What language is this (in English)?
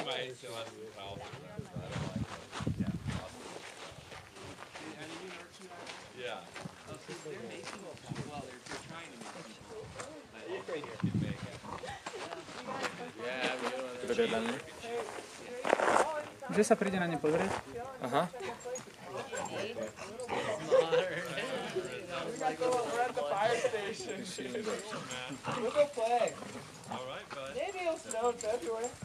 English